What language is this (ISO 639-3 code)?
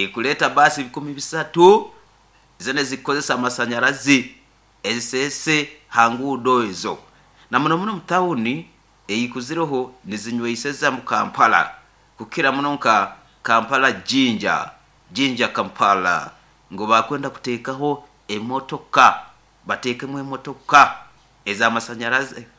nyo